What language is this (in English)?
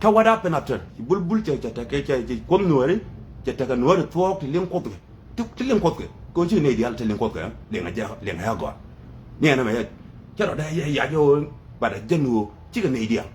Nuer